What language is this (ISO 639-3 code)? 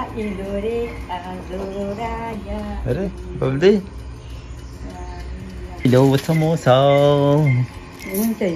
kok